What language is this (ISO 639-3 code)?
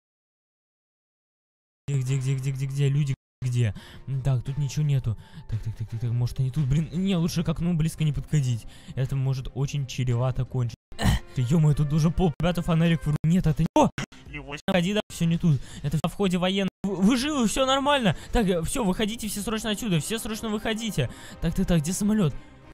rus